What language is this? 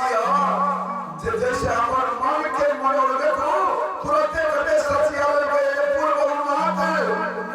Maithili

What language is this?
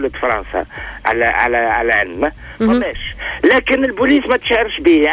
Tunisian Arabic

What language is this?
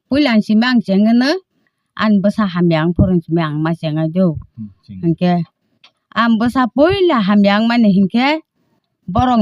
Kok Borok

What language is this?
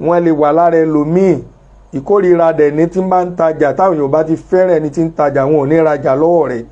Yoruba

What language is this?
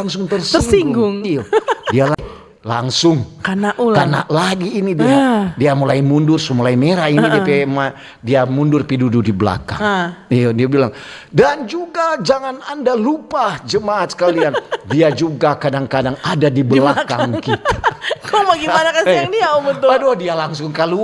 Manado Malay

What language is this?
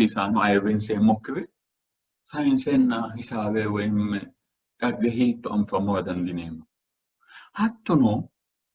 Sidamo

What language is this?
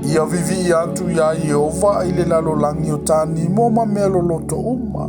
Samoan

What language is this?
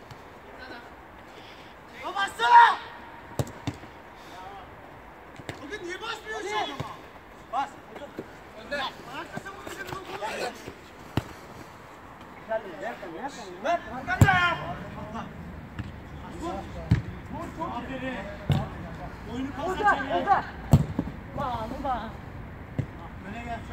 Turkish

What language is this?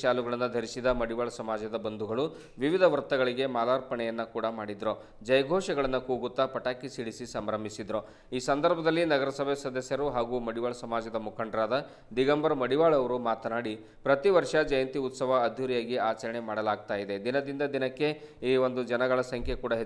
Kannada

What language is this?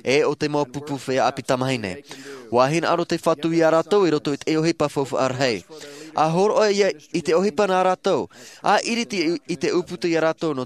Tahitian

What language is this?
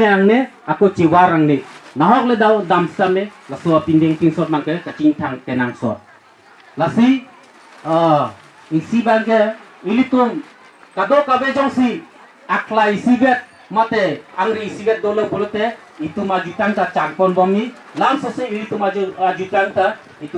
Karbi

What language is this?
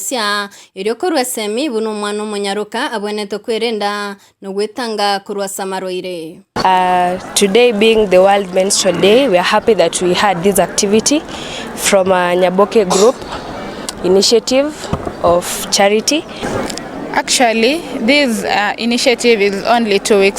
Gusii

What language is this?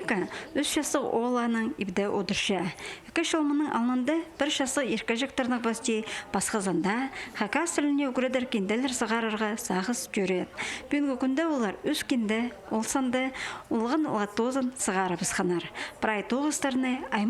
Khakas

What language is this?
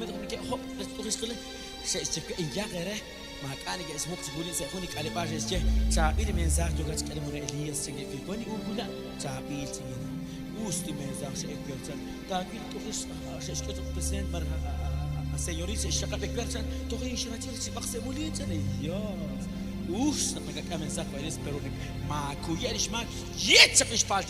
Kekchí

